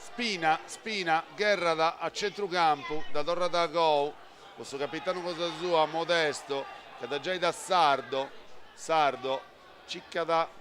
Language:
Sardinian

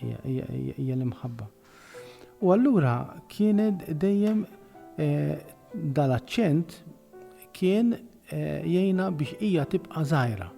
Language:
Maltese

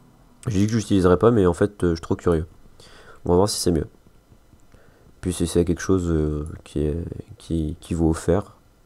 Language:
French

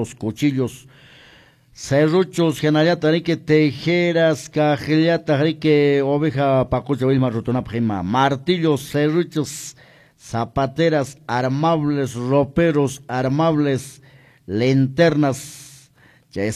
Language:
Quechua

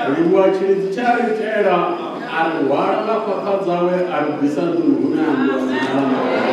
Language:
Venda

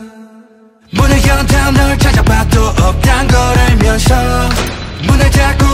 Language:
Korean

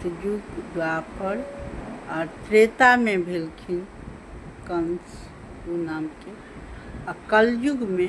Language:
Maithili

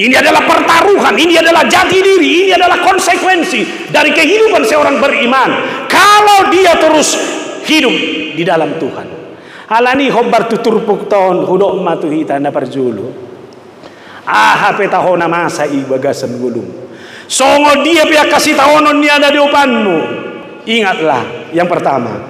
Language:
Batak Toba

